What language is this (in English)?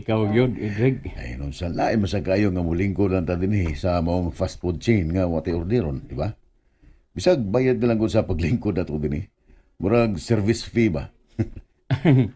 Cebuano